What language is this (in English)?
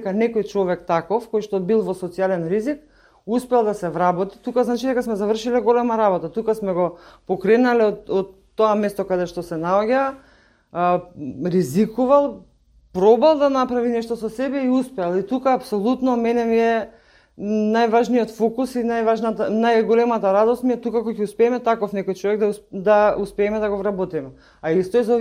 Macedonian